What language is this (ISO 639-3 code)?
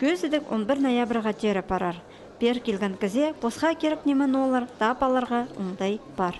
kjh